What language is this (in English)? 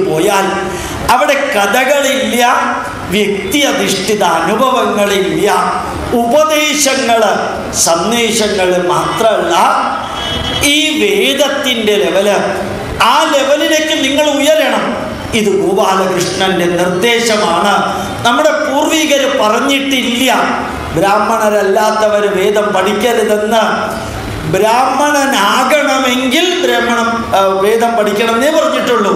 Malayalam